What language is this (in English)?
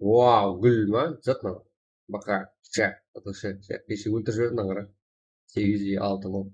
Kara-Kalpak